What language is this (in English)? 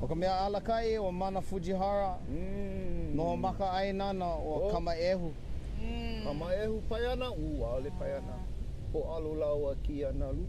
Hawaiian